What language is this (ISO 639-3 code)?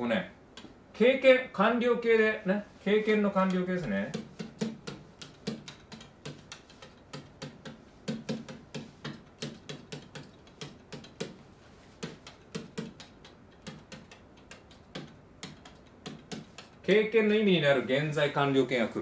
jpn